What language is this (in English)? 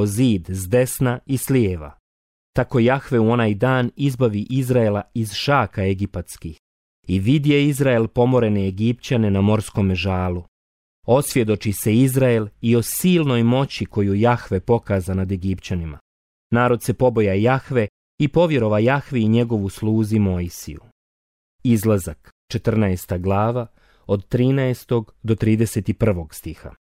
Bosnian